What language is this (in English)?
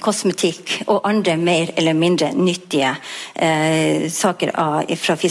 Norwegian